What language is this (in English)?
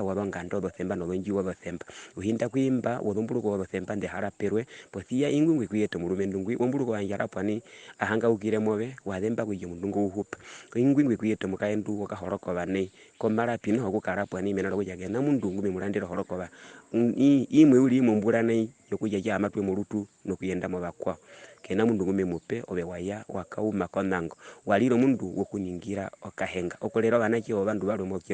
Herero